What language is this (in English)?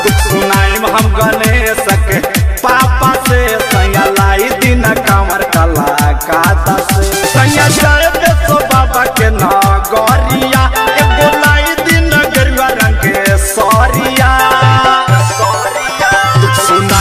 Bhojpuri